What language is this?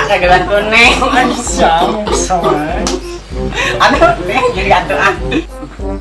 Sundanese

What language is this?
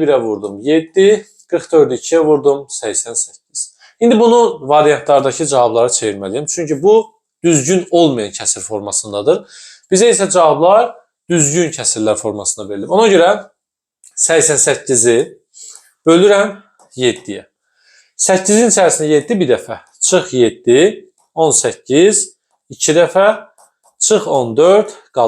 Azerbaijani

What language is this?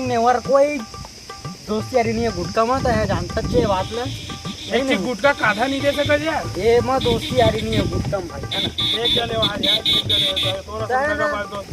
Chhattisgarhi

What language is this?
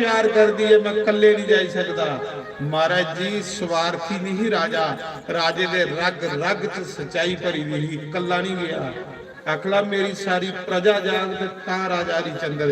Dogri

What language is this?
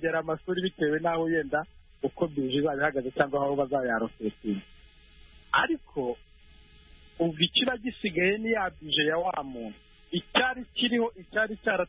Kinyarwanda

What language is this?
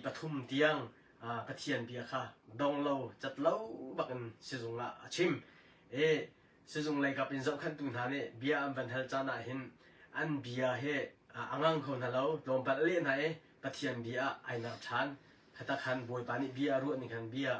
Hakha Chin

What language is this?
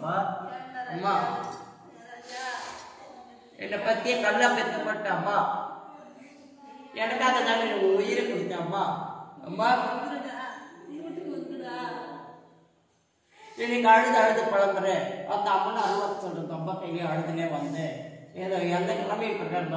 Tamil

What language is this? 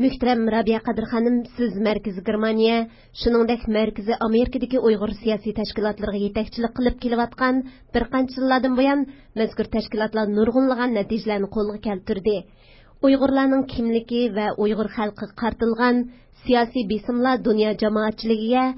Uyghur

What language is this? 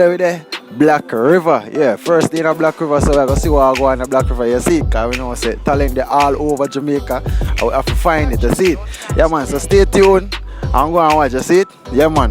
Jamaican Creole English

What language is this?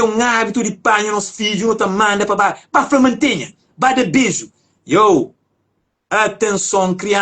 Kabuverdianu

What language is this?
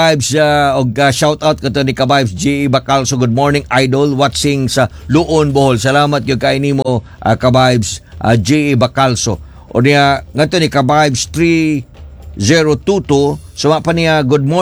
Cebuano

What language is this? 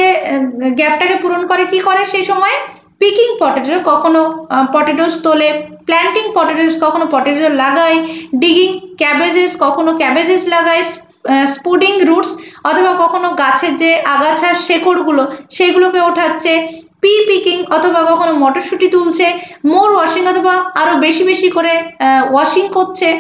Bangla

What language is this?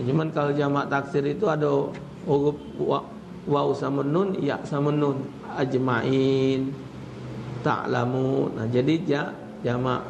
Musi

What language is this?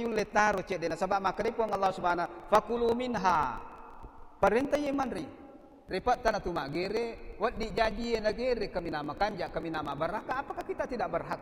Buginese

